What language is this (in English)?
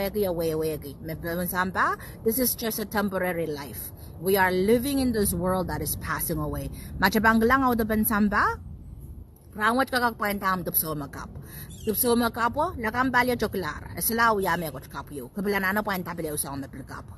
Pohnpeian